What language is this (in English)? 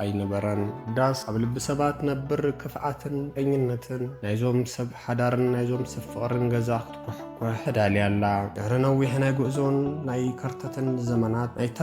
Tigrinya